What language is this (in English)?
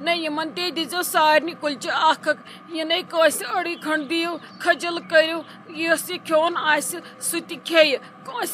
Kashmiri